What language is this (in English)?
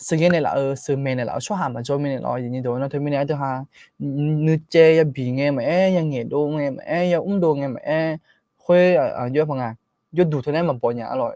Akha